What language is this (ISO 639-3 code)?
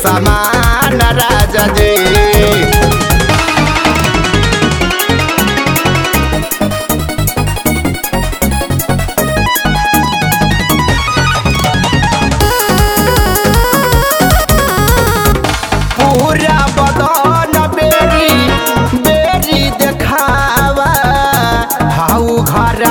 bho